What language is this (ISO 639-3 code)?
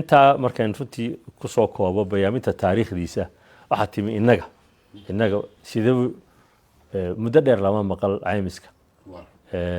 som